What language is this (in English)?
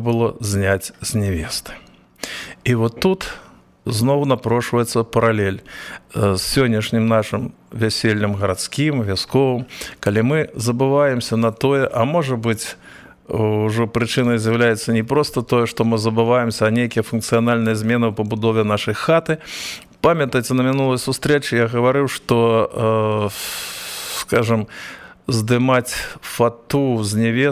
Belarusian